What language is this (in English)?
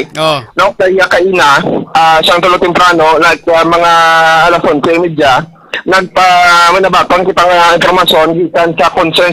Hiligaynon